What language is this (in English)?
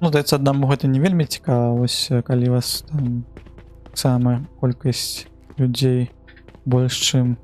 Belarusian